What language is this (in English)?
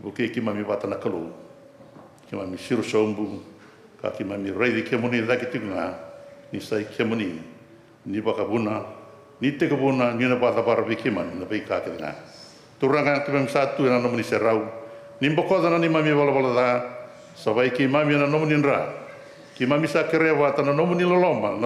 Fijian